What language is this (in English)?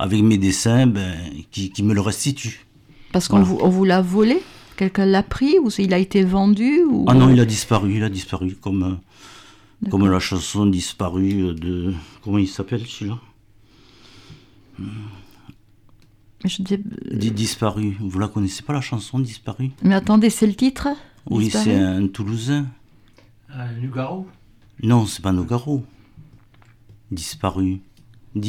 French